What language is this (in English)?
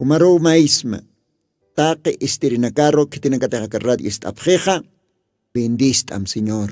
Aymara